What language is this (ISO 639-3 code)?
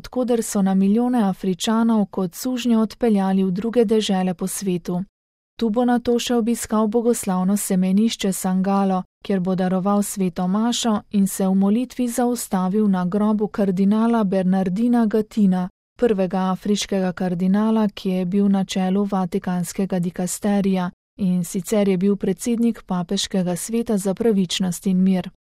slv